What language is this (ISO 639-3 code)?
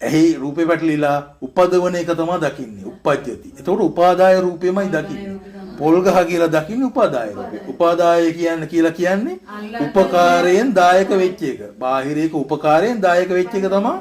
sin